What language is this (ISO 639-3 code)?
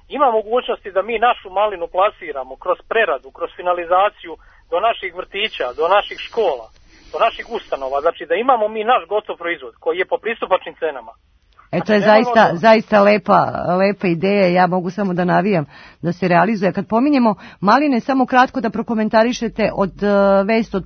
srp